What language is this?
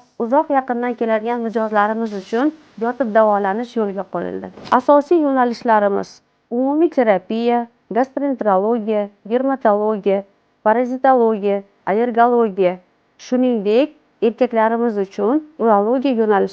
Uzbek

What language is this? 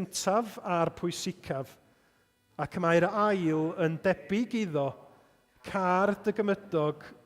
Welsh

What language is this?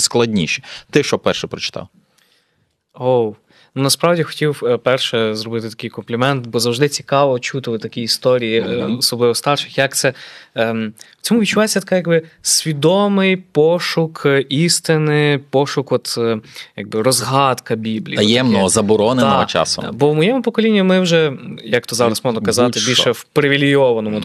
Ukrainian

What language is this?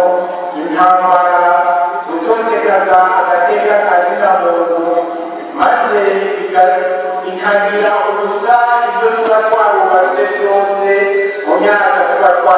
Rundi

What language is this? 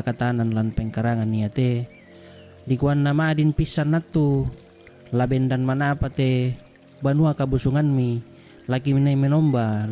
Toraja-Sa'dan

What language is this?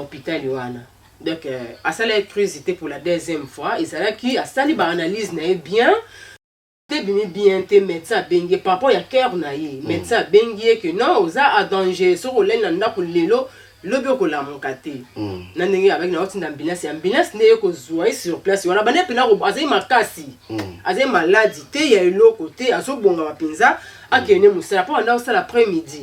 Lingala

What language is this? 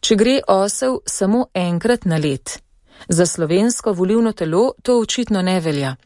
Slovenian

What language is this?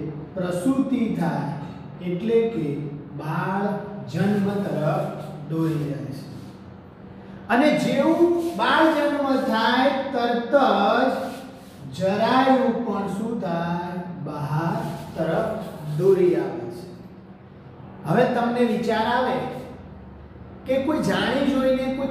Gujarati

